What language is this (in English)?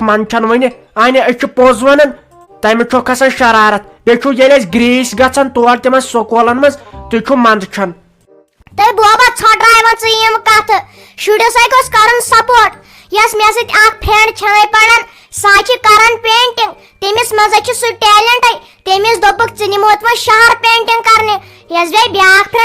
Kashmiri